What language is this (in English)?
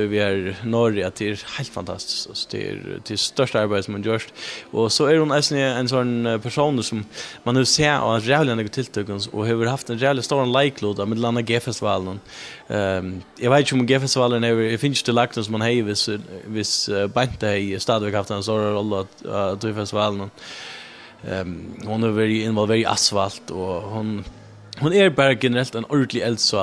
Faroese